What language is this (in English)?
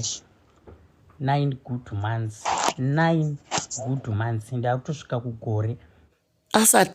Shona